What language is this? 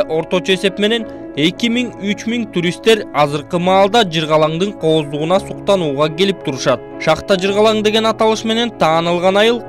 Kyrgyz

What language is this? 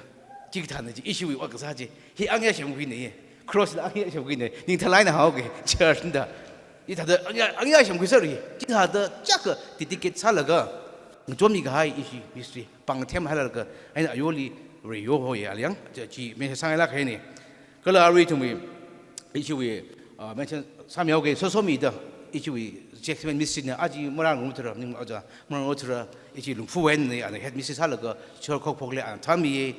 Tangkhul Naga (India)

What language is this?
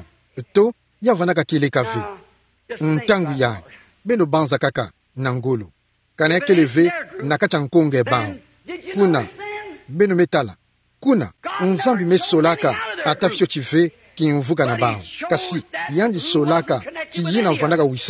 Kituba (Democratic Republic of Congo)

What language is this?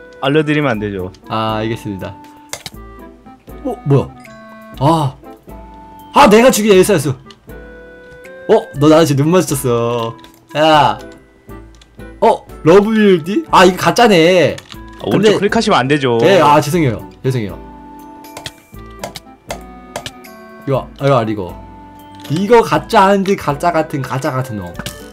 Korean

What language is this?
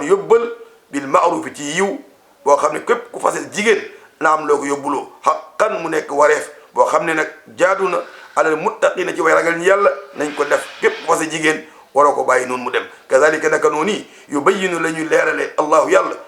Wolof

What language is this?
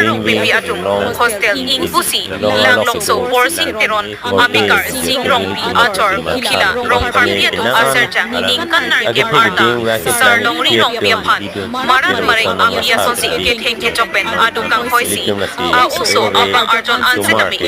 Karbi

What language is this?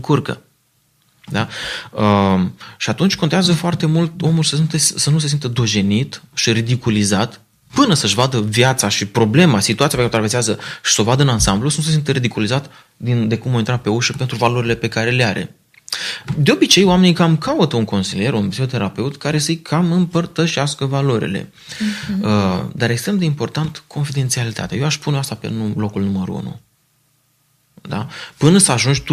Romanian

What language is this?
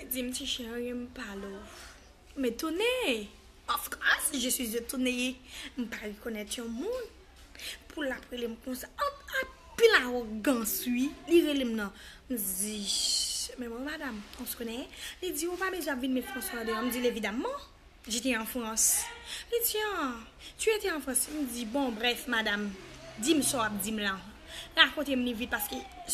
Haitian Creole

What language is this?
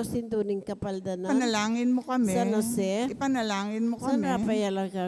Pampanga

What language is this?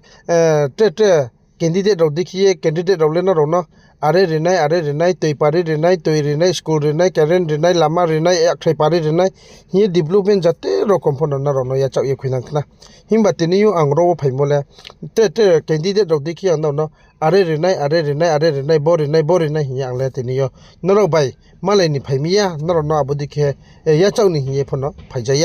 Riang (India)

